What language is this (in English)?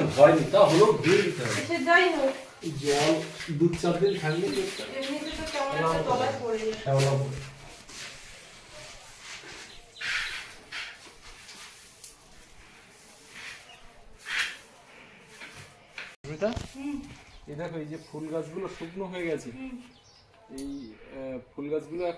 Bangla